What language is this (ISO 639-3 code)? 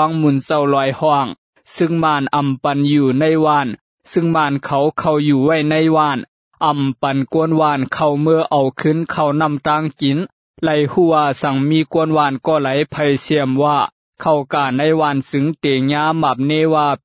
lao